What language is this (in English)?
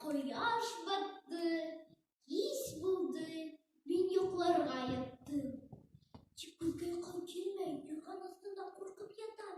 Bashkir